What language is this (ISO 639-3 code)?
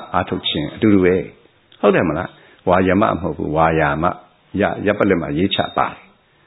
mya